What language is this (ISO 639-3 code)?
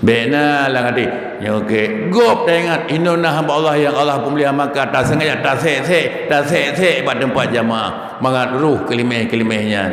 ace